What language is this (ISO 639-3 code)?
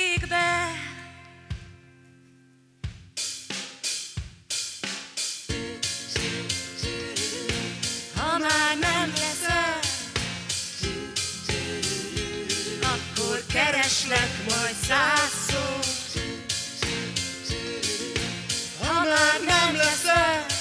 hun